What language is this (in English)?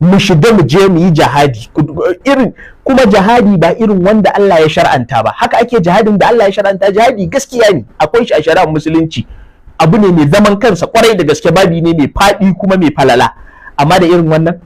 Hausa